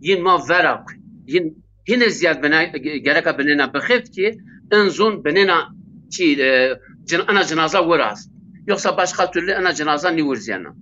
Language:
Zaza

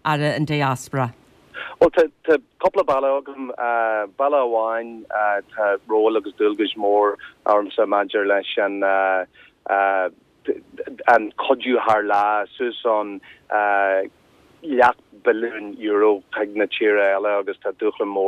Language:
Irish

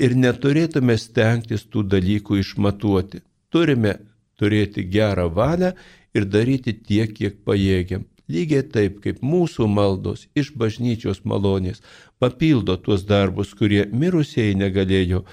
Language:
Lithuanian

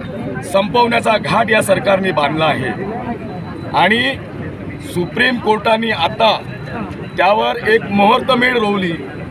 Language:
Marathi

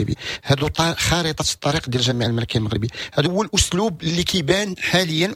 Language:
Moroccan Arabic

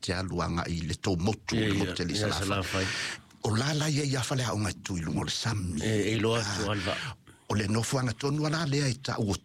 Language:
Samoan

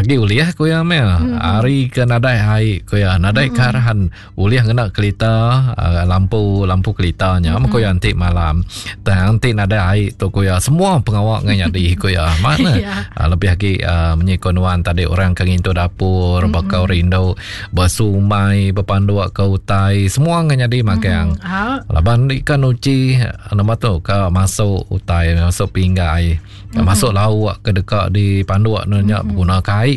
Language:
Iban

